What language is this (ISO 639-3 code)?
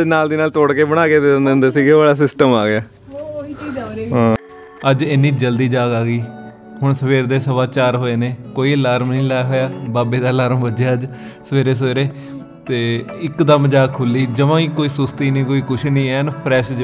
pan